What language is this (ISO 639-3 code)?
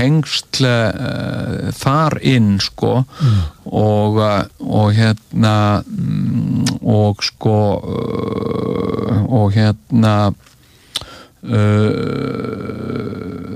isl